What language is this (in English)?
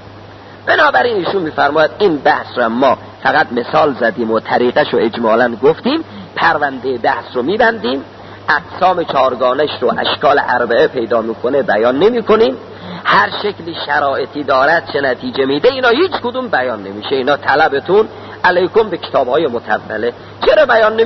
Persian